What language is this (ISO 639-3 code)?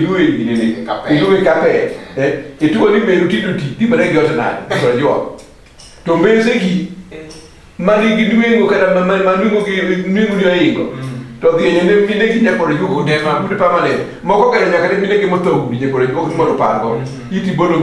luo